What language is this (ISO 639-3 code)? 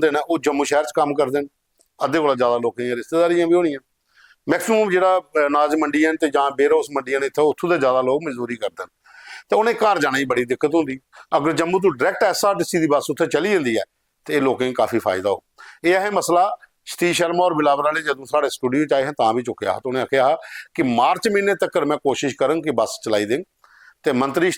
doi